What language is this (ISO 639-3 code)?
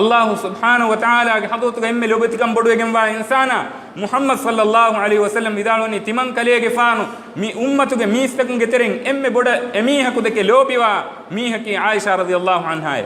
div